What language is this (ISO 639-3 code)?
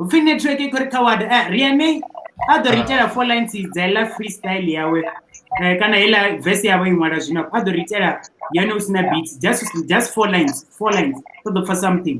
ven